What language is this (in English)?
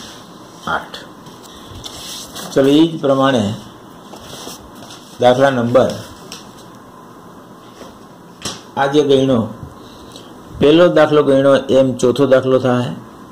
Gujarati